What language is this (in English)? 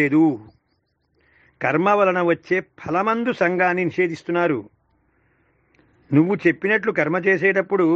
Telugu